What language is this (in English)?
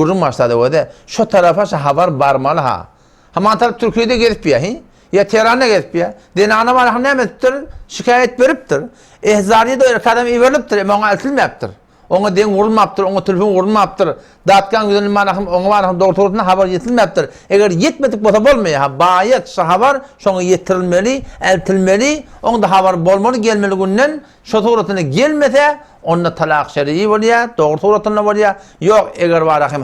Turkmen